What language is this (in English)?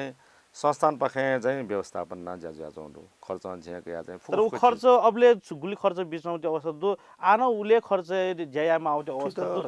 Newari